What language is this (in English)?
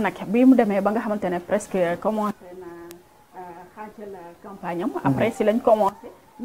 Wolof